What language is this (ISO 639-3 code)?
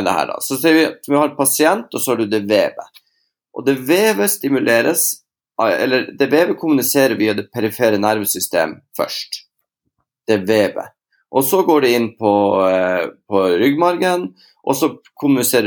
nor